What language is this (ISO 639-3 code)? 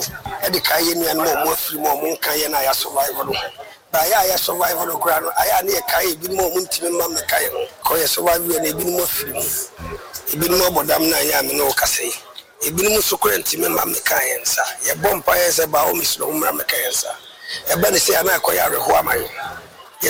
aka